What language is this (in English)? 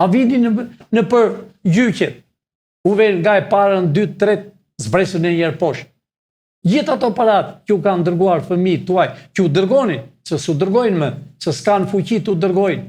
Albanian